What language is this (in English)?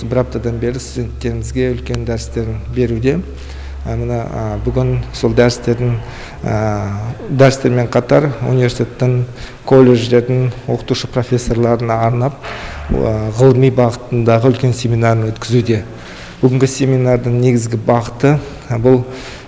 Kazakh